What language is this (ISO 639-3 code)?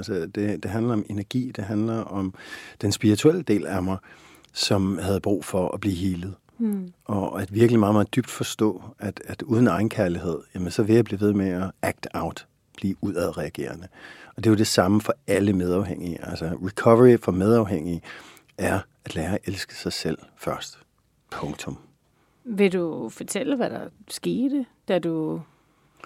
dan